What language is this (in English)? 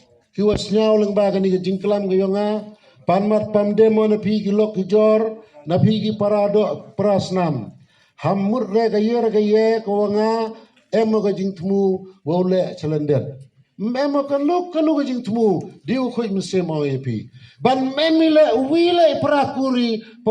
Khasi